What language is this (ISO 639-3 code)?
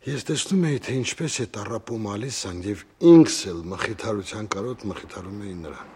hye